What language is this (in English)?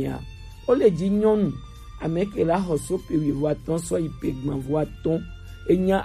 Gen